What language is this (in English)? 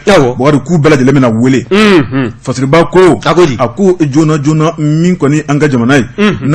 Bambara